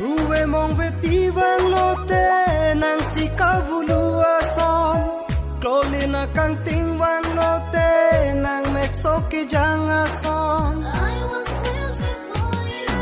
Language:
Karbi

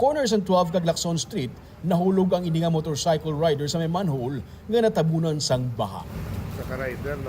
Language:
Hiligaynon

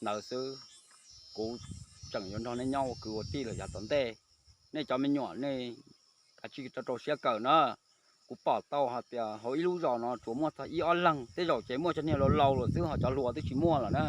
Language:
Hmong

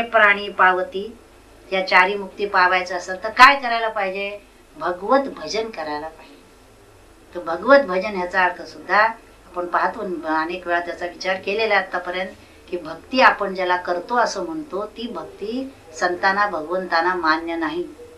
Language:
Marathi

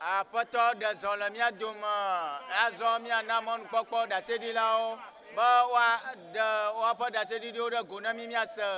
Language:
Ewe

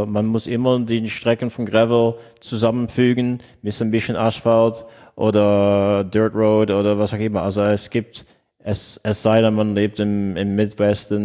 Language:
German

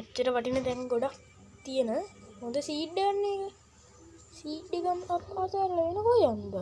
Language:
Sinhala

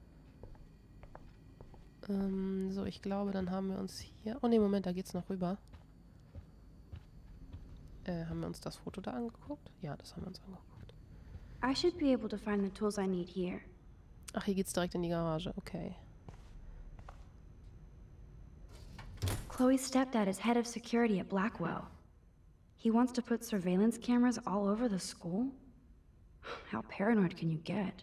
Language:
German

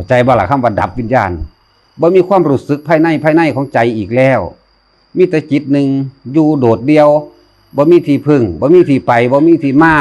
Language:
Northeastern Thai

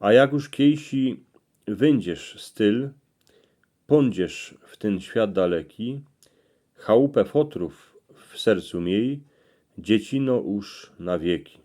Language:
Silesian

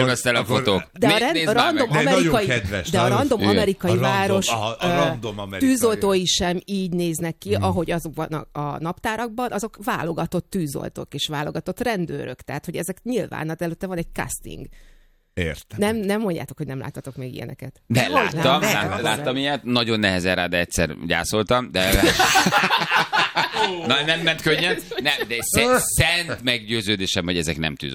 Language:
Hungarian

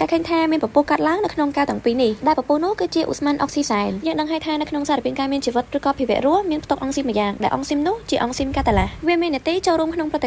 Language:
Khmer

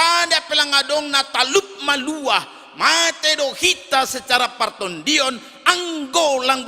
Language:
Batak Simalungun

